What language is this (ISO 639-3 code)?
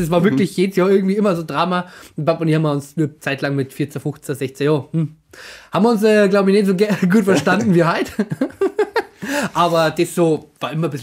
bar